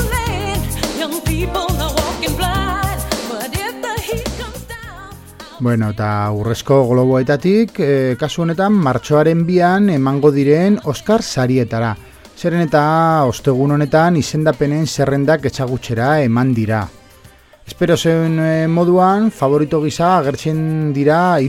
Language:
Basque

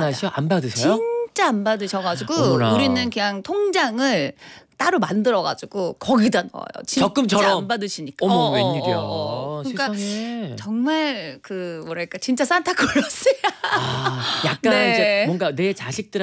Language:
Korean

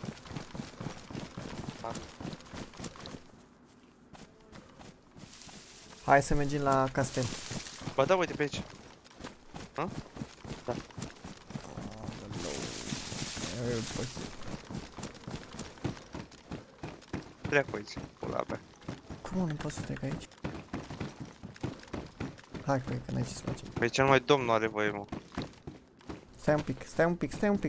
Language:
Romanian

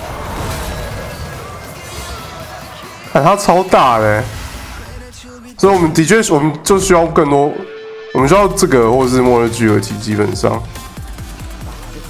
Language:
Chinese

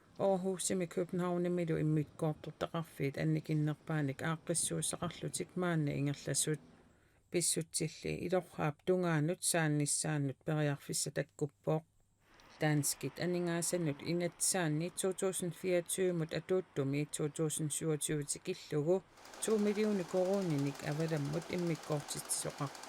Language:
Kalaallisut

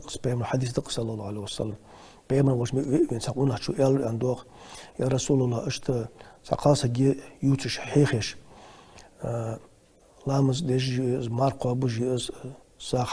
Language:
Ingush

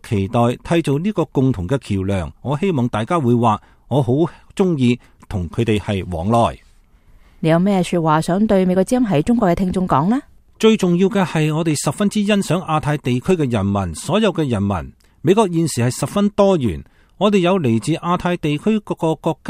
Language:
Cantonese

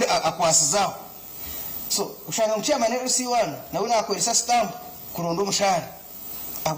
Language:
Nyankole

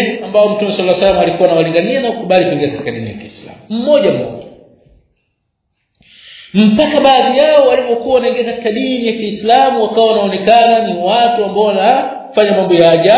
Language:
Swahili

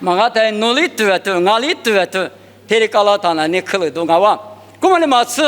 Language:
Lisu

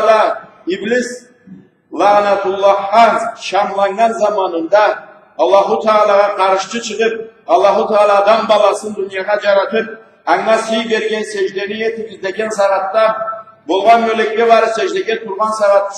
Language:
Karachay-Balkar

